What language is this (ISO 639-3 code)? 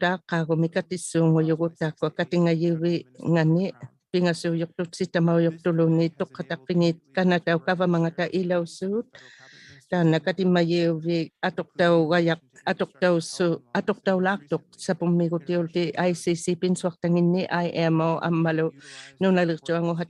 iku